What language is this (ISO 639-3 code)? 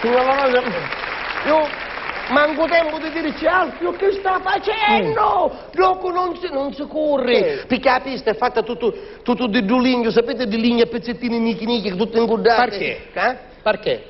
scn